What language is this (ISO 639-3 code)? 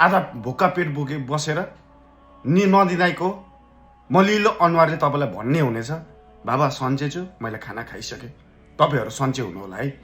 nep